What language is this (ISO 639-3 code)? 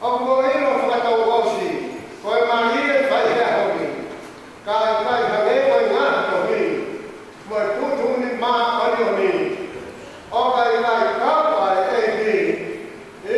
ton